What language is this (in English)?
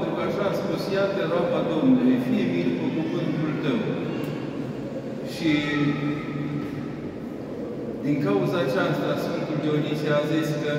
Romanian